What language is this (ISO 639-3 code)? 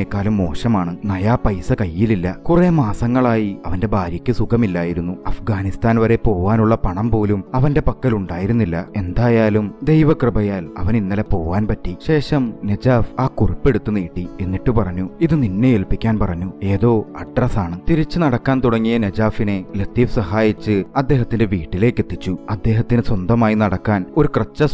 mal